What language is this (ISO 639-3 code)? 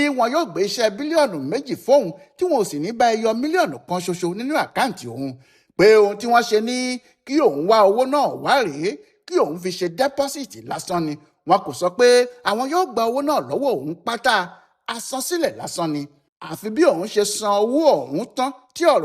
yor